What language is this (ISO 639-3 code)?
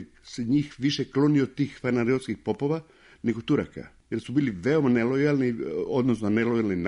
srp